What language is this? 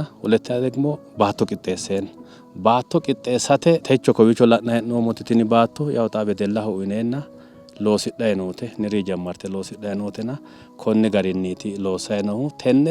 Sidamo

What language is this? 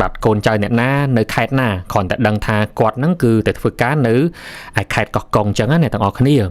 Khmer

